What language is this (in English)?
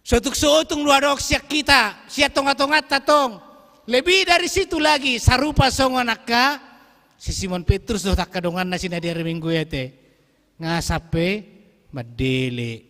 Batak Toba